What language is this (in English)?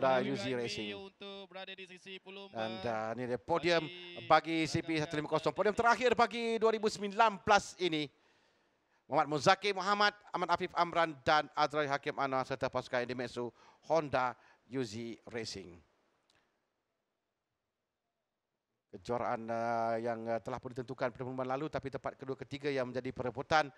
Malay